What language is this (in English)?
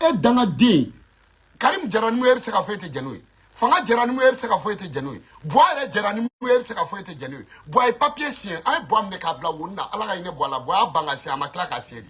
Bambara